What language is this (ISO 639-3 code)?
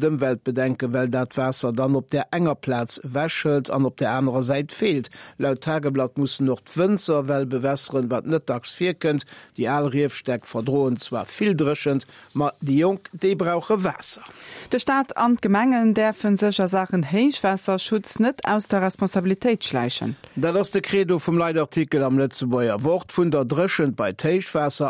ltz